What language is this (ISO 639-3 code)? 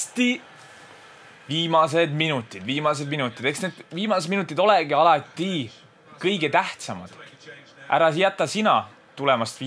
est